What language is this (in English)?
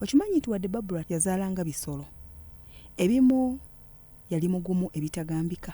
Ganda